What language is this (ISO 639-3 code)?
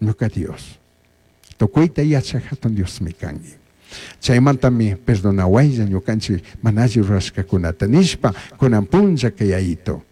qug